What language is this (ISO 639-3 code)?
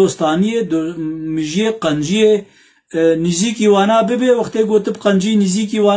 kur